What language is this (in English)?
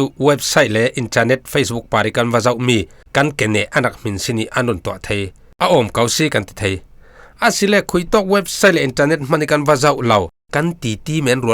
Falam Chin